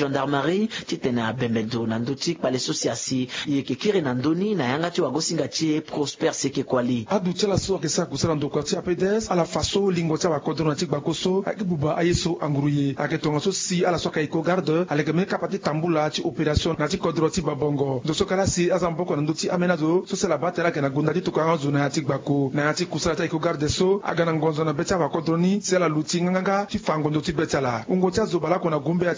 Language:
Sango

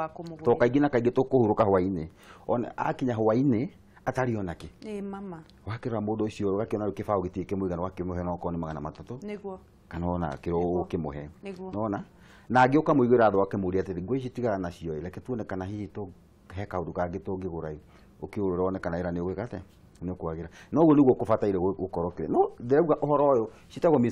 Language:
Kikuyu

